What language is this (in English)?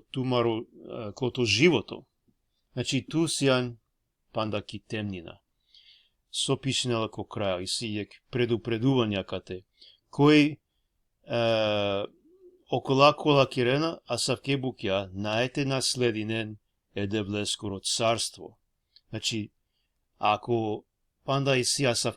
Balkan Romani